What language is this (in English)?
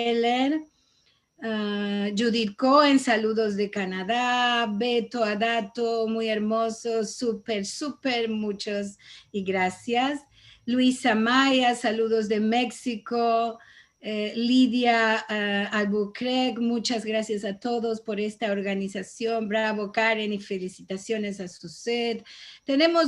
Ladino